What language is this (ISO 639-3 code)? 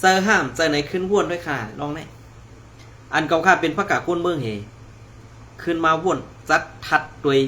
shn